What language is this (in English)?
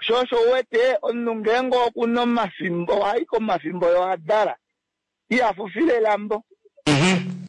Kuanyama